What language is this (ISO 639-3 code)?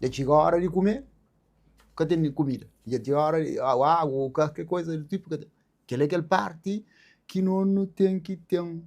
kea